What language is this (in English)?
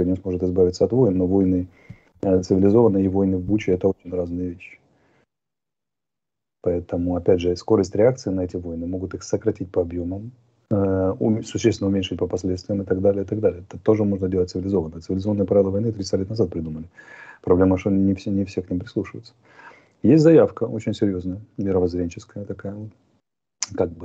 Russian